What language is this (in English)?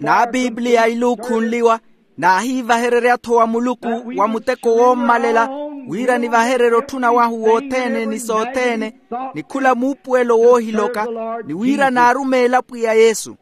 Makhuwa